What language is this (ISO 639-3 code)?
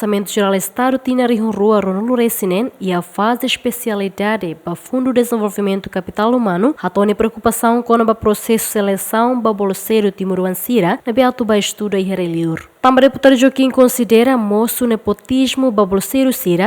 tet